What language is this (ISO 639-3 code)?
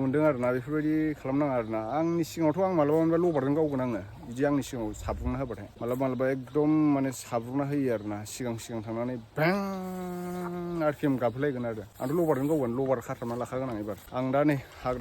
brx